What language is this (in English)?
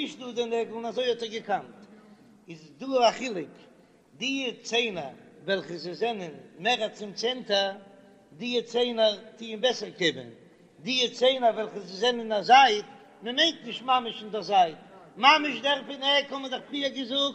Yiddish